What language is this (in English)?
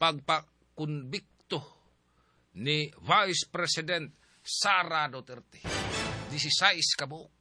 Cebuano